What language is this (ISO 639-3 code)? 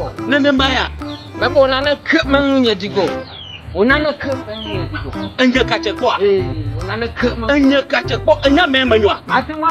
ewe